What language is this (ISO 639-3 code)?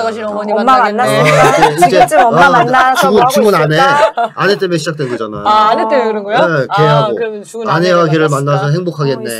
kor